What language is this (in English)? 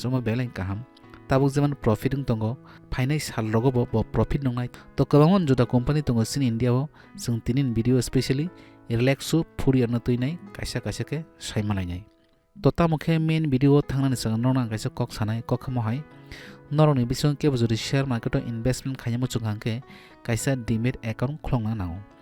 Kok Borok